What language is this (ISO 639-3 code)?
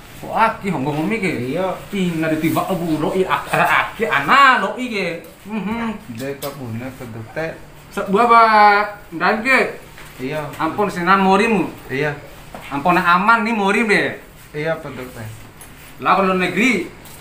bhp